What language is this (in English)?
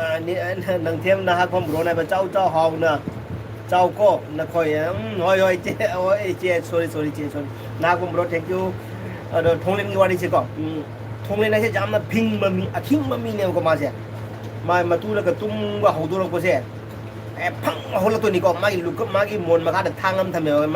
Manipuri